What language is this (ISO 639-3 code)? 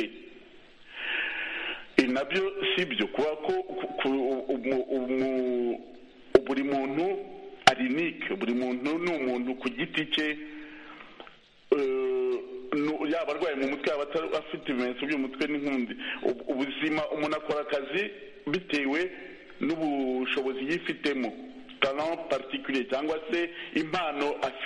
kin